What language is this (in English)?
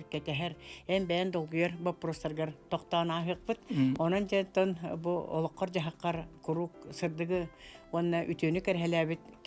Yakut